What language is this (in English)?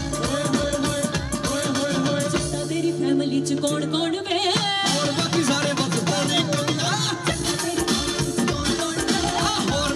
Punjabi